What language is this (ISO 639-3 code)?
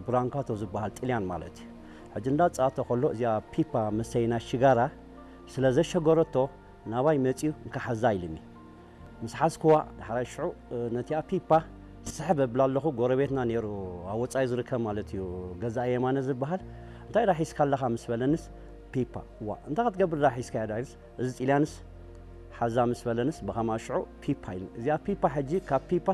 tir